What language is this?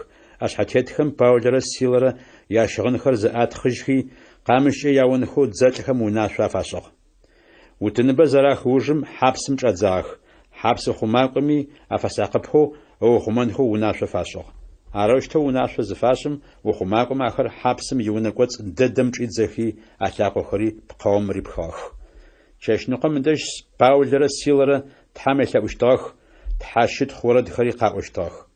Adyghe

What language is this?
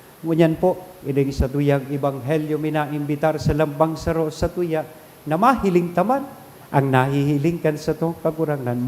Bikol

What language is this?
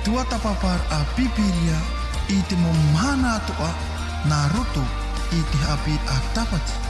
Tahitian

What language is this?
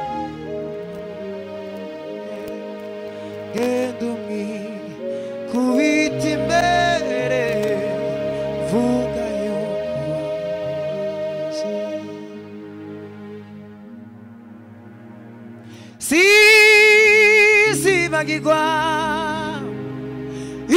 Kinyarwanda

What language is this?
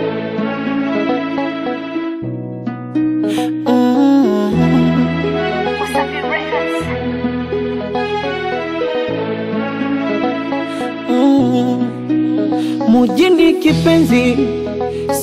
Swahili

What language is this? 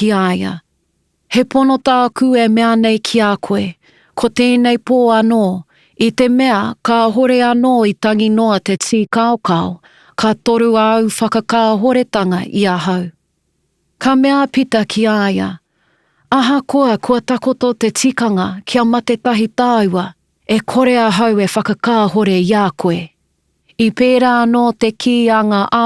Māori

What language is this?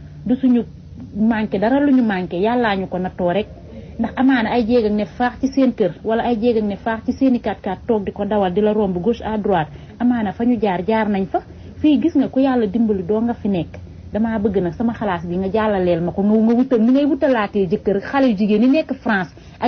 Wolof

